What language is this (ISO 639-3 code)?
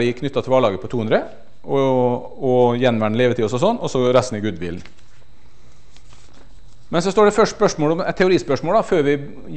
nor